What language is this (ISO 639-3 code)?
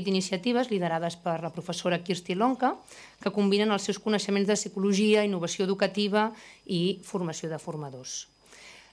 cat